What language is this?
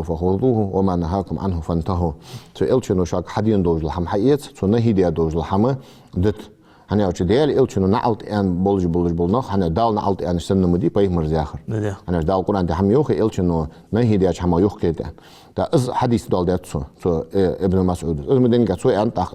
Ingush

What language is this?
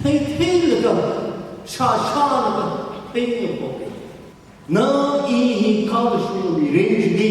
Tangkhul Naga (India)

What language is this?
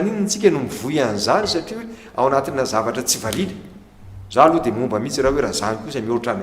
Malagasy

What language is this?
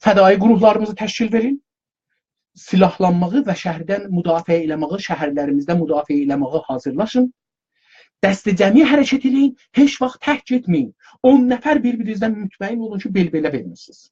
South Azerbaijani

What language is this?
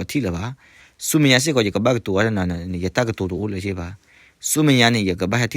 S'gaw Karen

